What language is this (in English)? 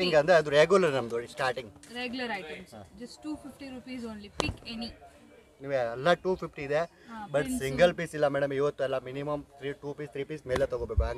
Kannada